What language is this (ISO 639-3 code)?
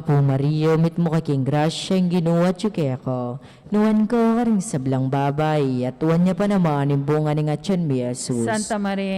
pam